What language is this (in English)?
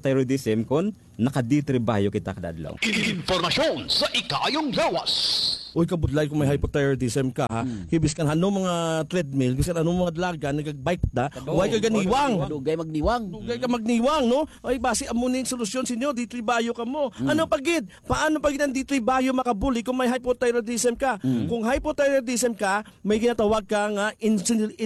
Hiligaynon